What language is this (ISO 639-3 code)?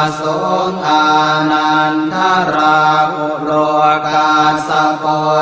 pli